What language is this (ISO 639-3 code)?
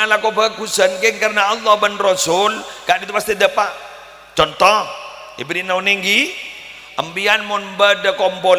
mad